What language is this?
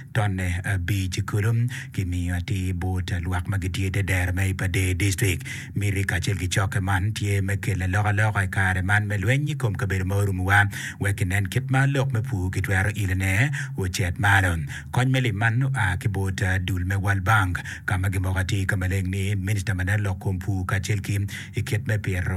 Acoli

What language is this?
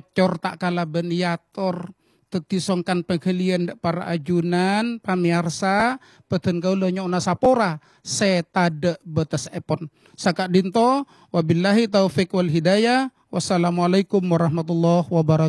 Madurese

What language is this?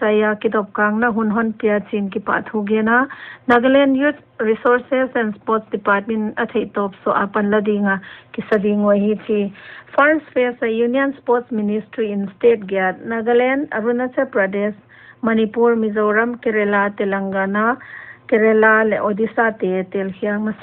Paite Chin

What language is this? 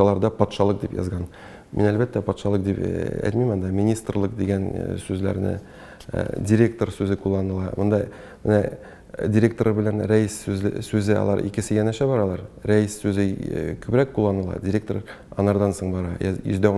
Tatar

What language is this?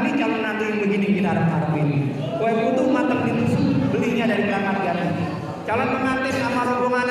Betawi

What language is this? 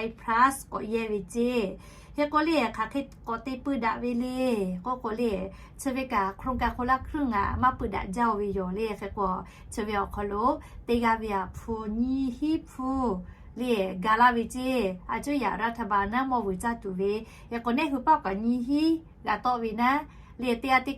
Lahu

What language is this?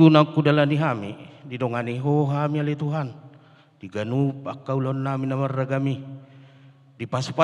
Batak Toba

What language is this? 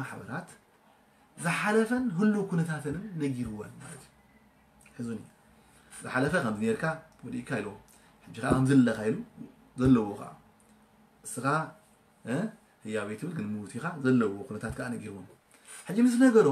Tigrinya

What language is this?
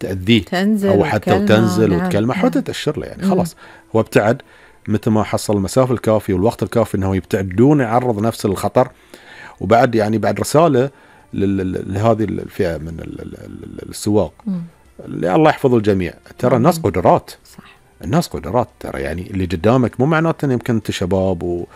Gulf Arabic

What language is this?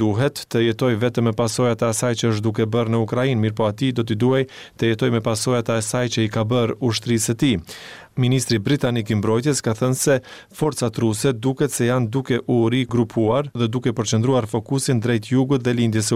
Albanian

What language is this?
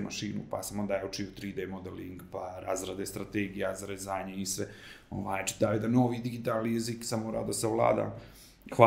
Serbian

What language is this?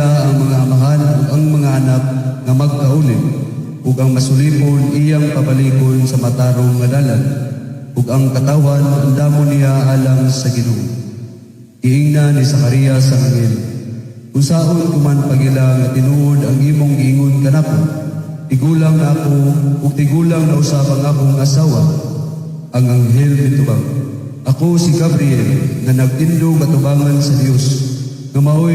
Cebuano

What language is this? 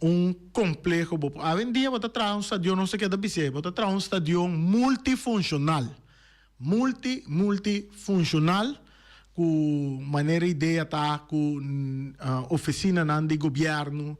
Papiamento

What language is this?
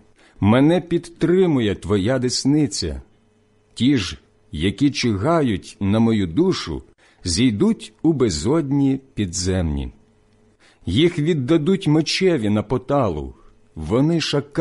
Ukrainian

